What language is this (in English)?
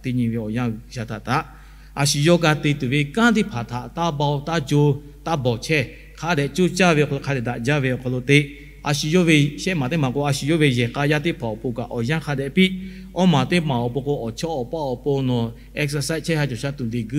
Lahu